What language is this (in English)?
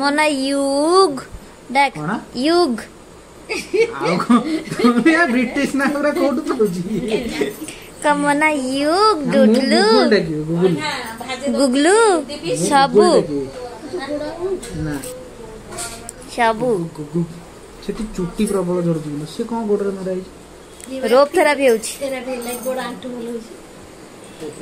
Odia